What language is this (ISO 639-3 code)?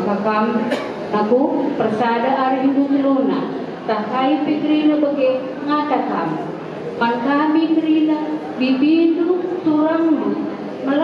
btx